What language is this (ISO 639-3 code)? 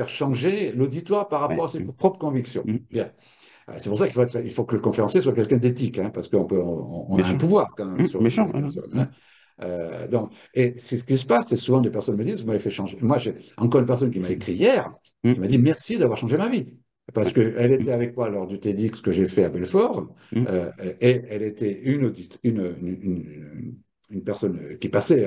fra